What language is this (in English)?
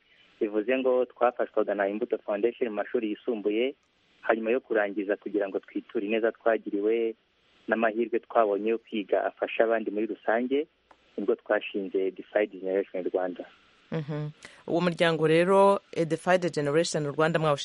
Kinyarwanda